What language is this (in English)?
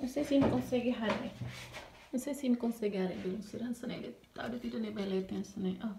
Tetum